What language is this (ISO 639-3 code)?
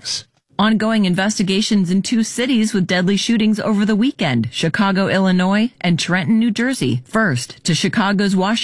eng